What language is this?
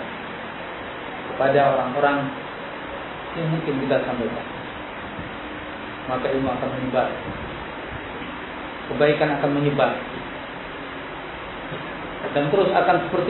Indonesian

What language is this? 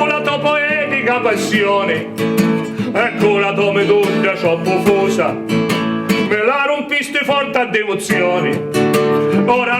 Sicilian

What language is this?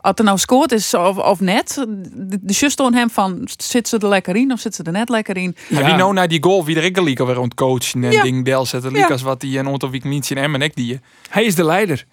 Western Frisian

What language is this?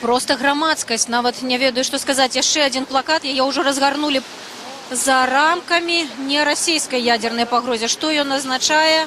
Belarusian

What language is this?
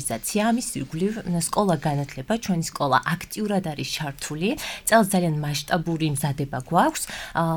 Georgian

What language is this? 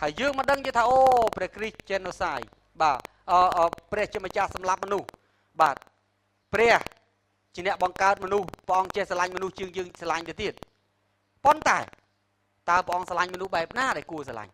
Khmer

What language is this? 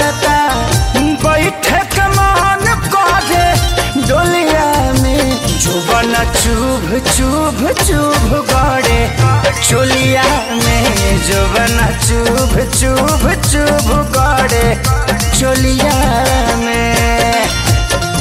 Bhojpuri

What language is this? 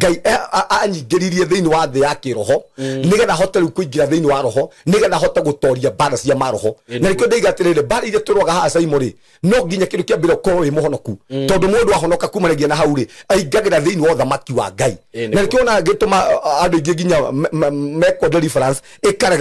Kikuyu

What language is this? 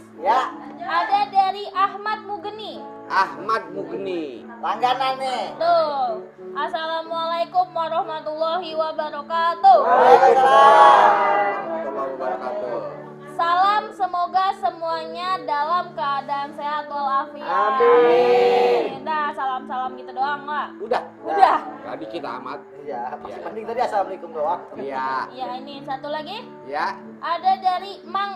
Betawi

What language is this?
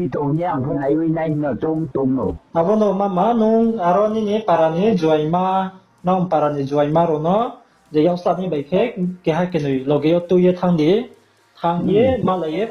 Riang (India)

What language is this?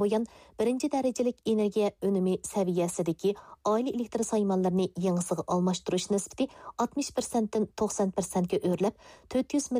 Uyghur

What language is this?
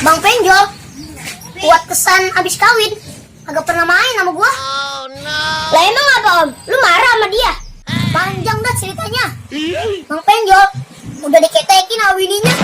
Betawi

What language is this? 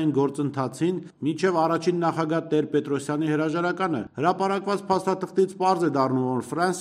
Armenian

